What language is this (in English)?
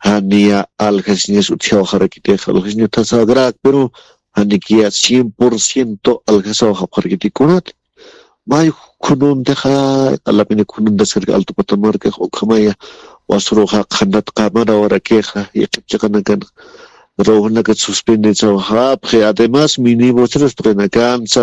Aymara